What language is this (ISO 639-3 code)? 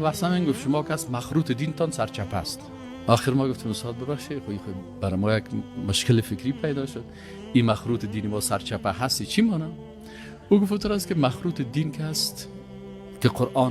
fas